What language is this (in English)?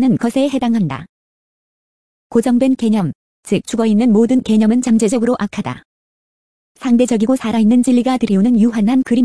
Korean